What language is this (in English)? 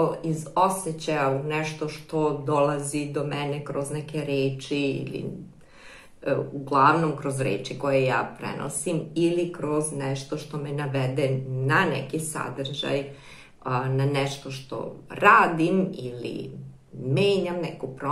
Serbian